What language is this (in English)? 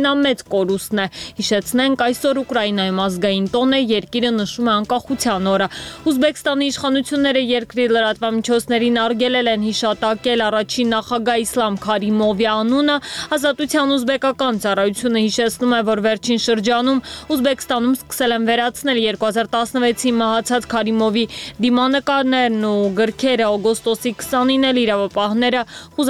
Armenian